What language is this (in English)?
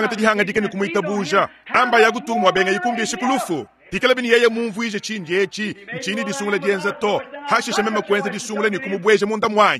Luba-Lulua